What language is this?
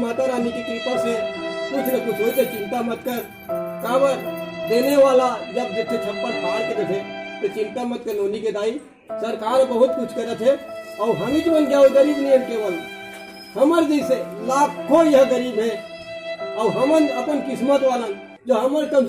Chhattisgarhi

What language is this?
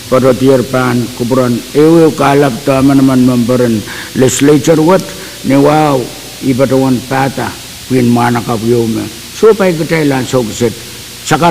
Pohnpeian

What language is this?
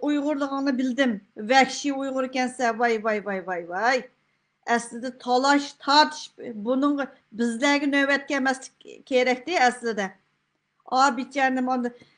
Uyghur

